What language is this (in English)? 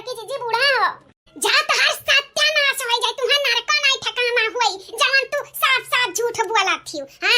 Bhojpuri